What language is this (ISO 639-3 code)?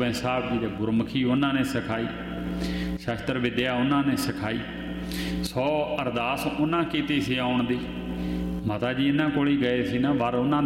pan